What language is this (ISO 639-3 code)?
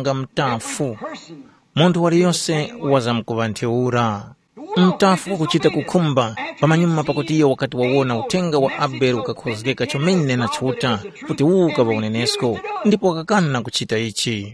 tum